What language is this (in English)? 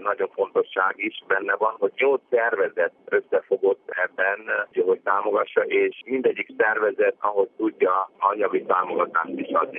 Hungarian